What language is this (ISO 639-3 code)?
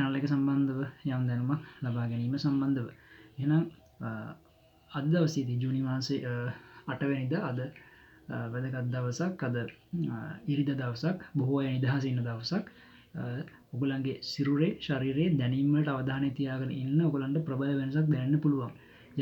sin